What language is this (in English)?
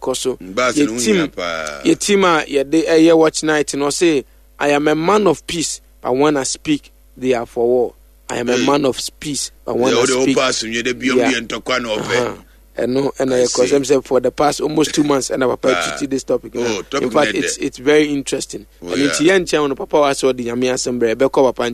Akan